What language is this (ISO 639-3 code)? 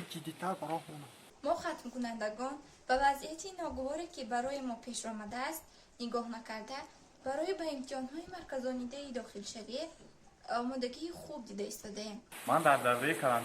tgk